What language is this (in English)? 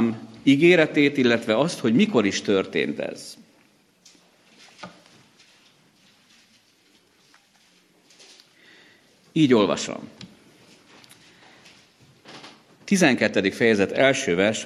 Hungarian